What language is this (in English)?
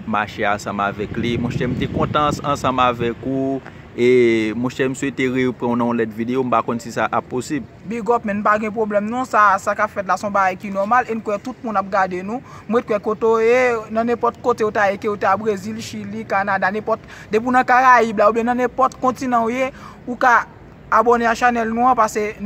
Haitian Creole